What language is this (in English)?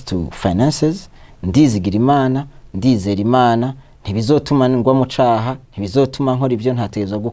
Rundi